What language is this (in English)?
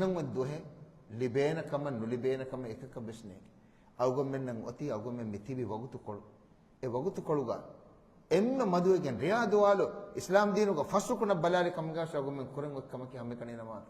Divehi